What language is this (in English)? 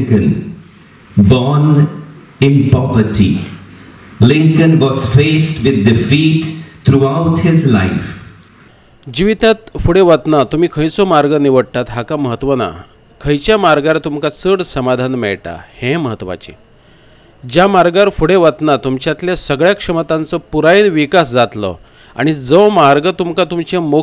Konkani